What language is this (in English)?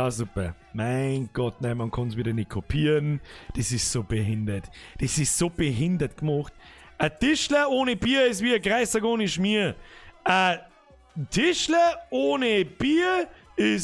Bavarian